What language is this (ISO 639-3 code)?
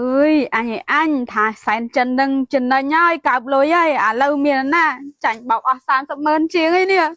khm